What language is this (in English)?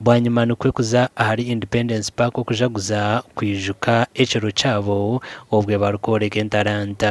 Nyankole